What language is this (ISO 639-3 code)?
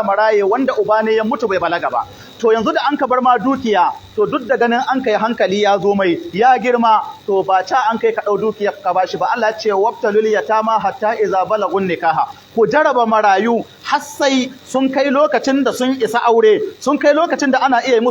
hau